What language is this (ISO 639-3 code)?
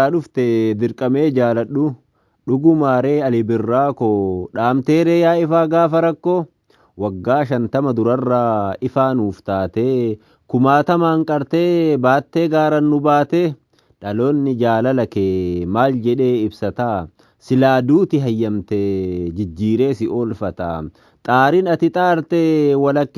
orm